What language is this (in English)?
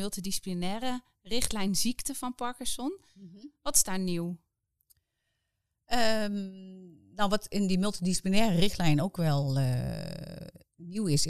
Dutch